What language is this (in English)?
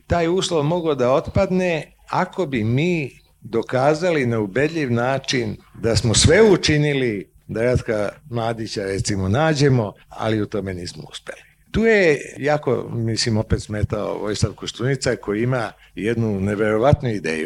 Serbian